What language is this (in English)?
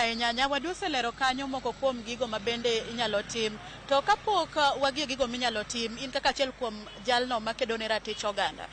Luo (Kenya and Tanzania)